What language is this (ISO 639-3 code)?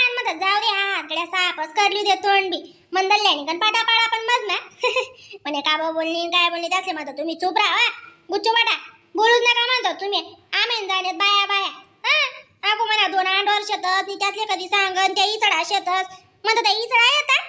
khn